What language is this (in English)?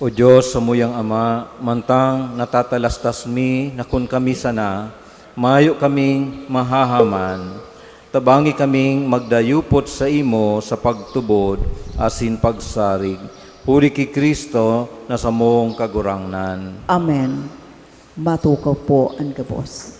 Bikol